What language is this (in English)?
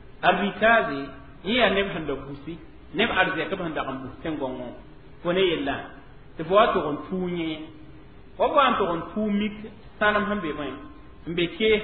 Mossi